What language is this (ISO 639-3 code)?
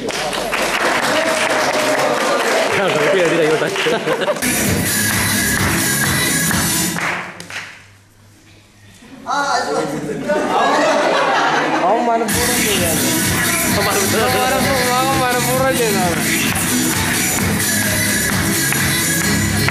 mal